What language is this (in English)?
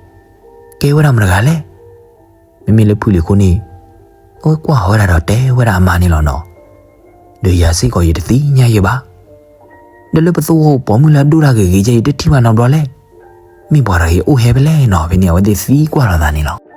S'gaw Karen